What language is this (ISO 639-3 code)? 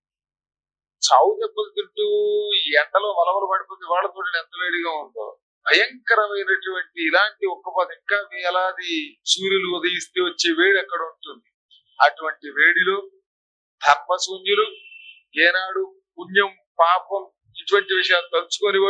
tel